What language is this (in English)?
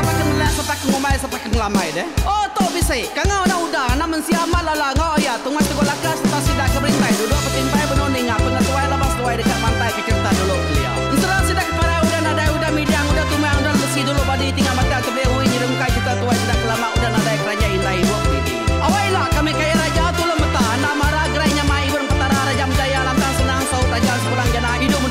Iban